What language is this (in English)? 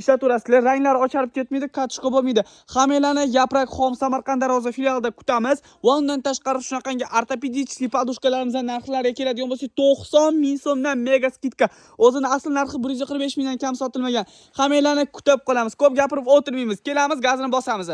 Uzbek